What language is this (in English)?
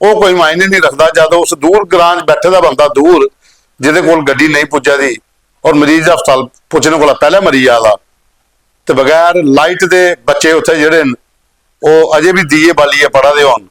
Dogri